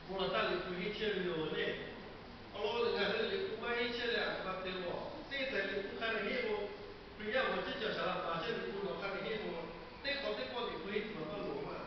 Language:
Lahu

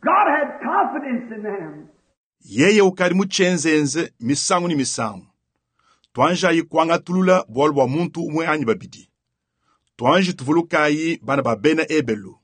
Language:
Luba-Lulua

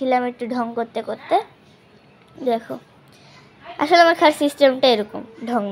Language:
Bangla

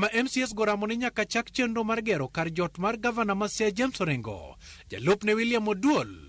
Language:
Luo (Kenya and Tanzania)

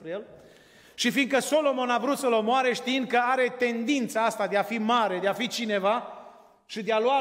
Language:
Romanian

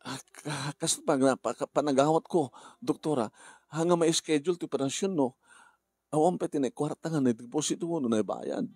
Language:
Iloko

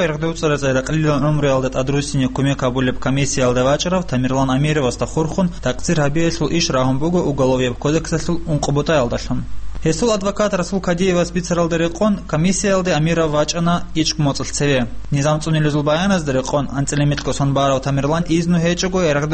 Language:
Avaric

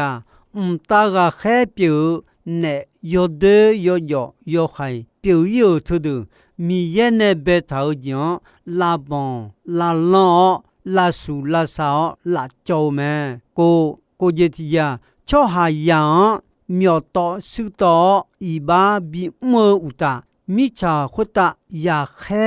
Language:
Akha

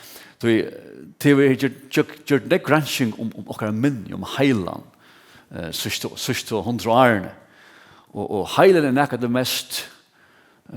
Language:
Faroese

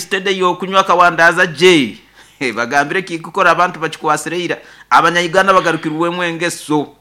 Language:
Nyoro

